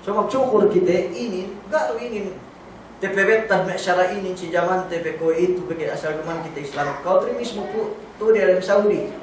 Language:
Yakan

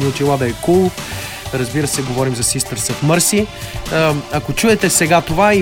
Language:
Bulgarian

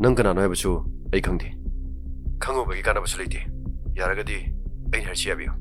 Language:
Manipuri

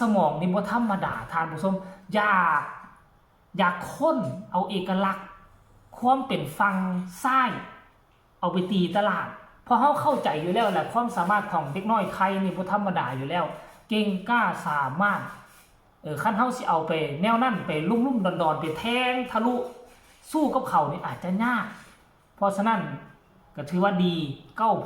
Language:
Northeastern Thai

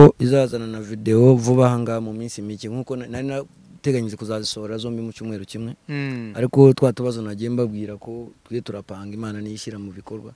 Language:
Kinyarwanda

